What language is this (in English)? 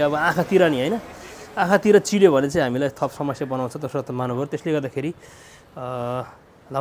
Nepali